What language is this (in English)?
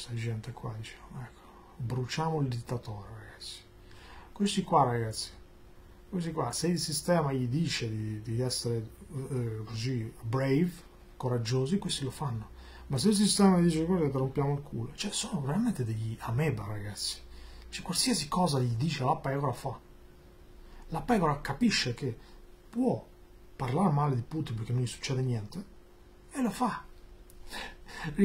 Italian